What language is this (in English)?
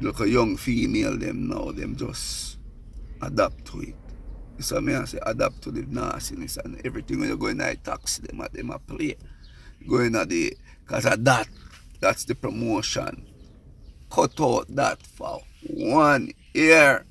Jamaican Creole English